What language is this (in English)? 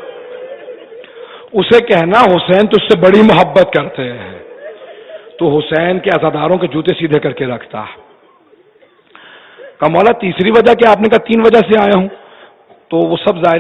Urdu